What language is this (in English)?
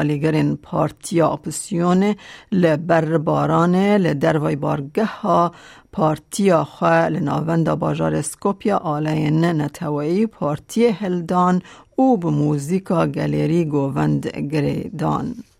Kurdish